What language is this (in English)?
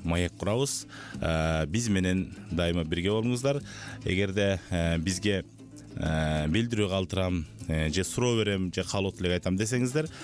Kyrgyz